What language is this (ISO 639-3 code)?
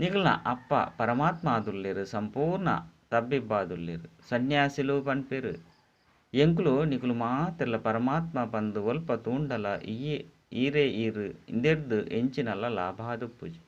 tcy